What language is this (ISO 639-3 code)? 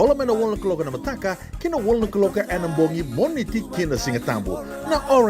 fij